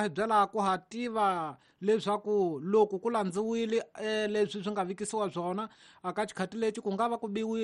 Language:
Tsonga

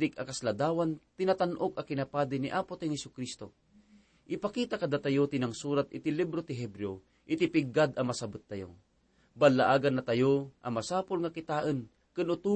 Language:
Iloko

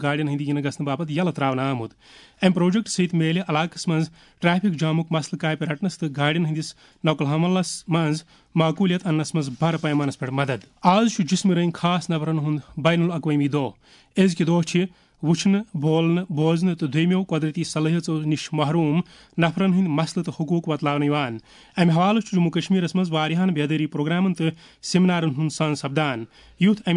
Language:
Kashmiri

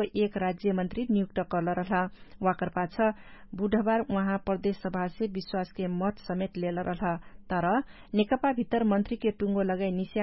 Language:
Dangaura Tharu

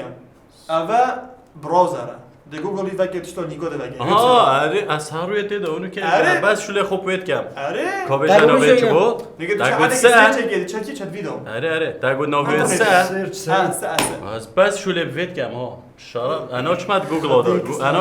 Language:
Kurdish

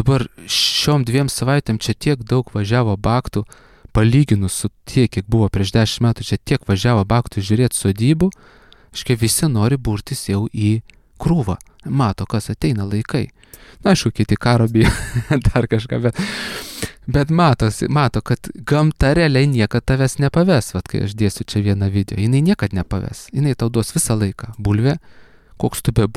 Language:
Lithuanian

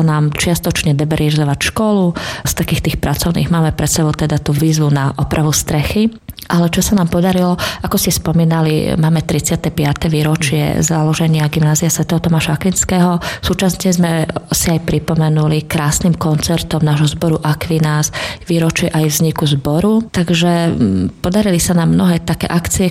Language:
Slovak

